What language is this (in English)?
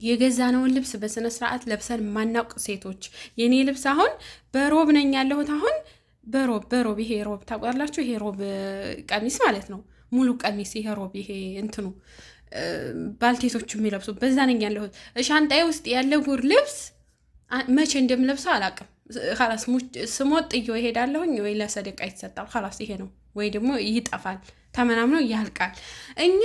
Amharic